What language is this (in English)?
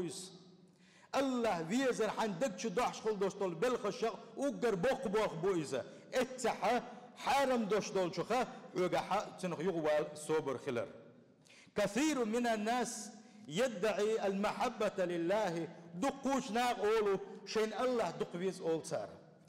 Chechen